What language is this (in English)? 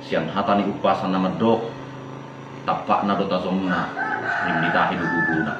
Batak Toba